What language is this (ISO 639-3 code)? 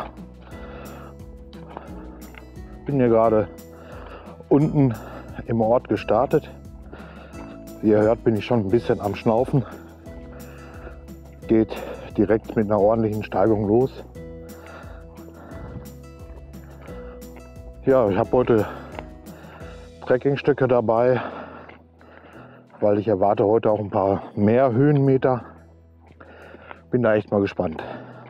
deu